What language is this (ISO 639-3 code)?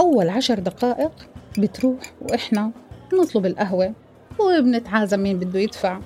apc